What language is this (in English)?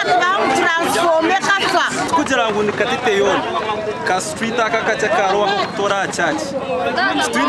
Nyankole